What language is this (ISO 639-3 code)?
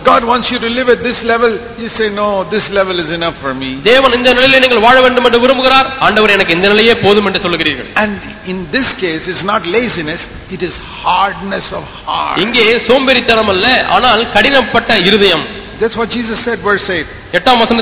tam